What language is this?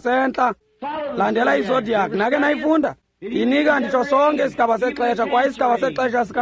Xhosa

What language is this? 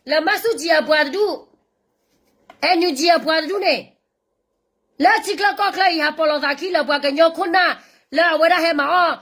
S'gaw Karen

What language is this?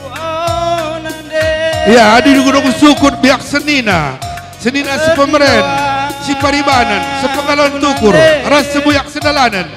Batak Karo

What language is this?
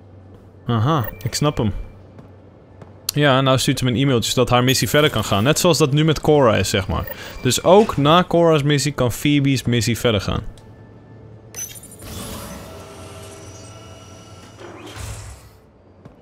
Dutch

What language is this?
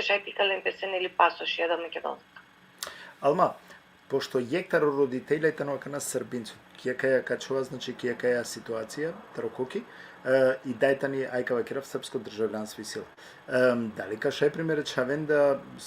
Balkan Romani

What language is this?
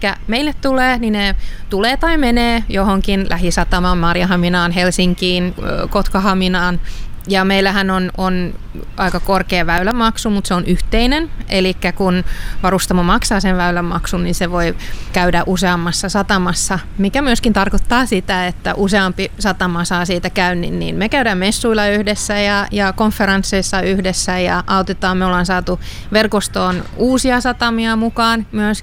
Finnish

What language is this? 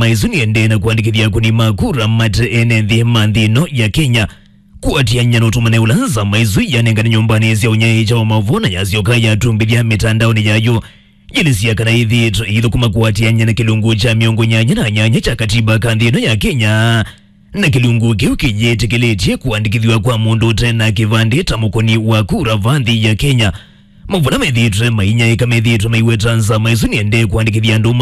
Kamba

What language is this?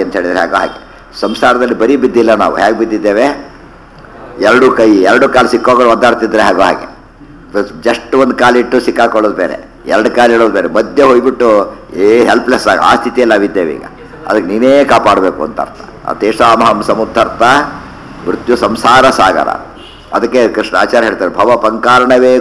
Kannada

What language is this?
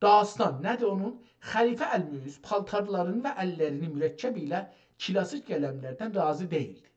South Azerbaijani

